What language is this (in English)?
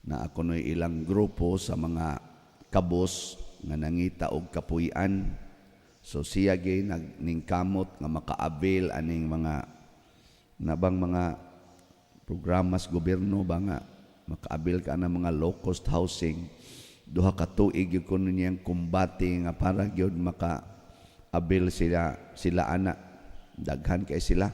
Cebuano